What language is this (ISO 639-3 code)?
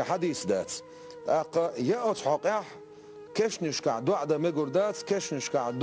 che